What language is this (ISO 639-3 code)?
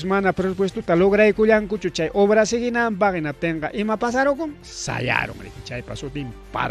quy